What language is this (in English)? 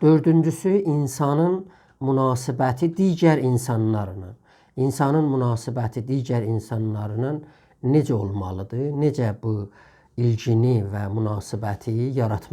South Azerbaijani